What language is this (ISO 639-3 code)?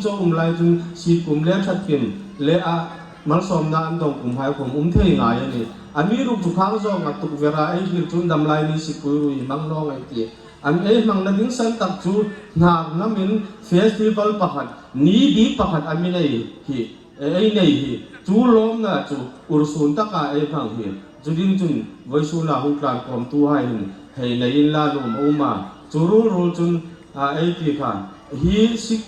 hmr